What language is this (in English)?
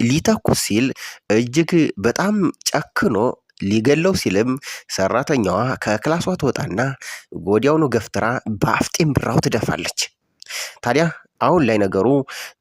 Amharic